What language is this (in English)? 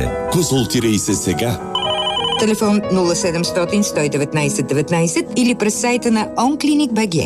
Bulgarian